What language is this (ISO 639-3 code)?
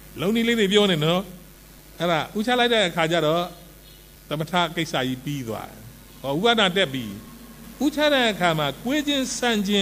mya